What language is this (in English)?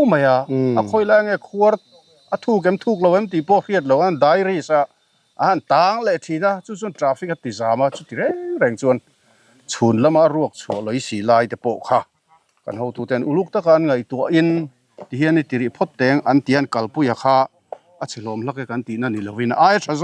Mizo